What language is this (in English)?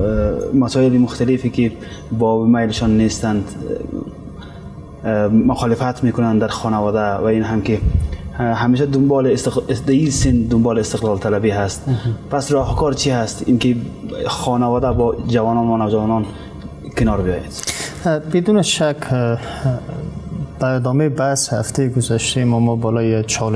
Persian